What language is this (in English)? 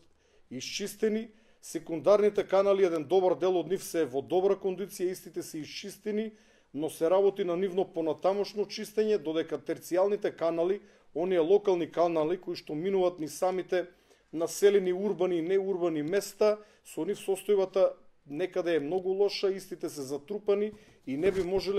Macedonian